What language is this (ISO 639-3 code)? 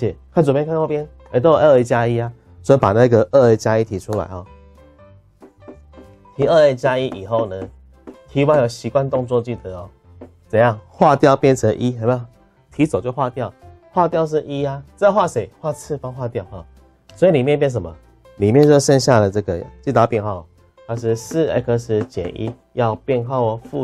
zho